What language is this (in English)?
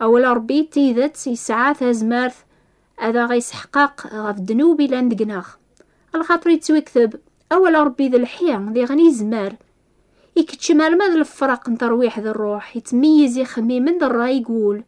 Kabyle